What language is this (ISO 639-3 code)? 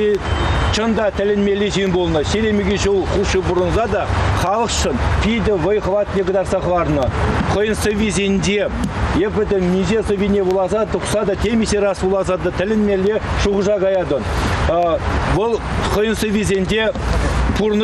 chv